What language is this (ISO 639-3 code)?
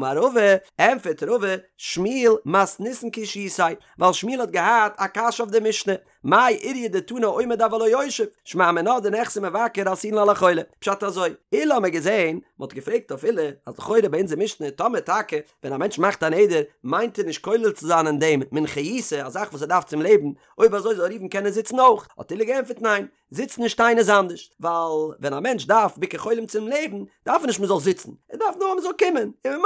yid